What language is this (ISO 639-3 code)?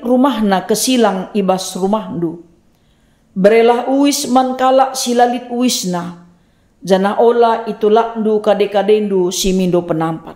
btx